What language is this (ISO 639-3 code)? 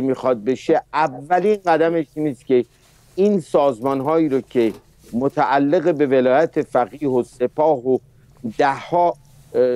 fas